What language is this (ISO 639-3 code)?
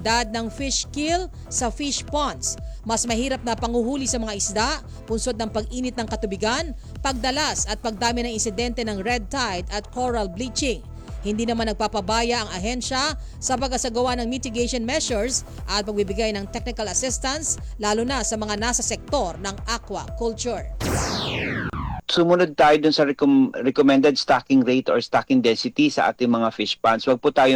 fil